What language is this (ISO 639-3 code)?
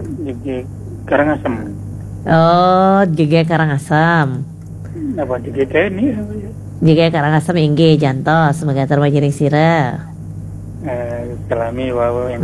ban